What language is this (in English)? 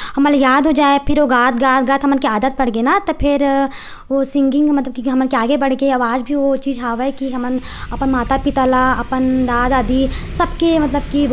Chhattisgarhi